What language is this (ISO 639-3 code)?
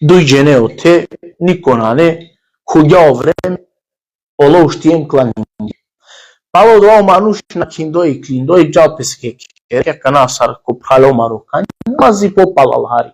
rmn